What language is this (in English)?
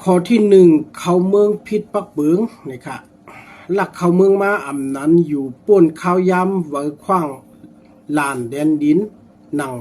Shan